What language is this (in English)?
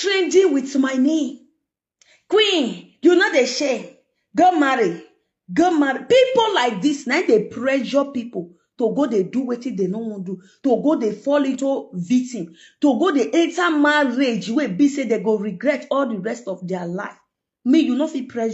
Nigerian Pidgin